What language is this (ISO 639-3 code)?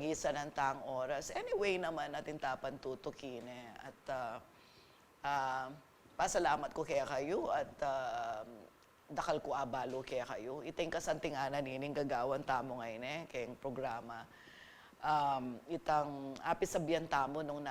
pam